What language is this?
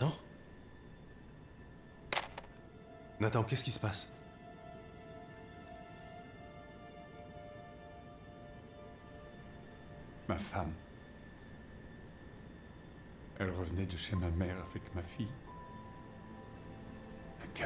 French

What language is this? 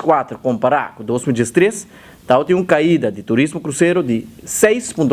Papiamento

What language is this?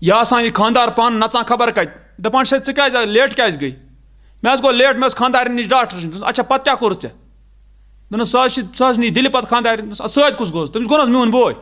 Kashmiri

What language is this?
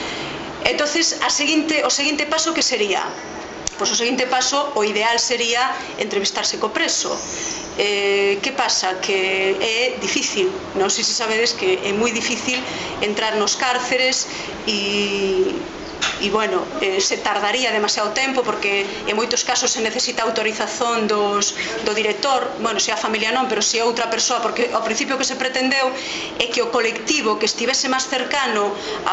Galician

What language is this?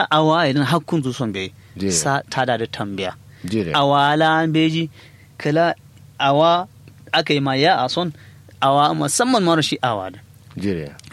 Kanuri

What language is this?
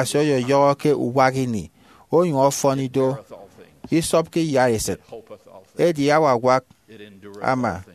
Efik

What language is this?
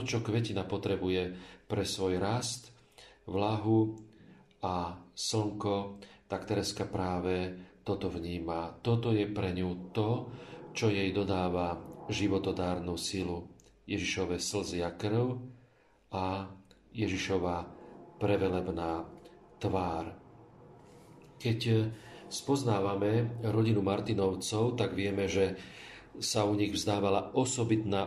Slovak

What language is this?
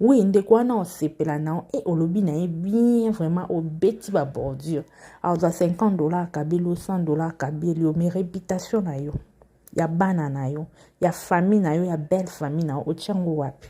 Lingala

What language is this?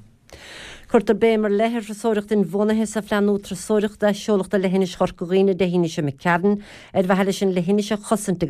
Irish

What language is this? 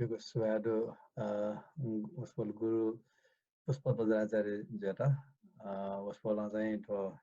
Newari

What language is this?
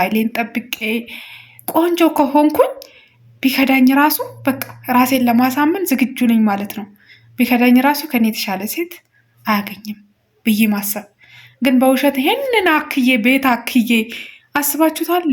Amharic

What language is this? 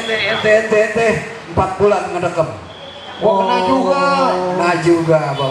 Betawi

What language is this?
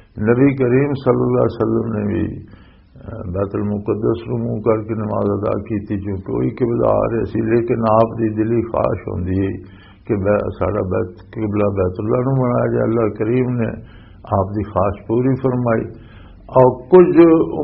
Western Panjabi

